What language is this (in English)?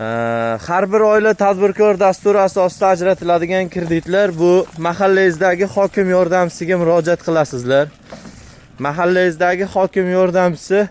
Uzbek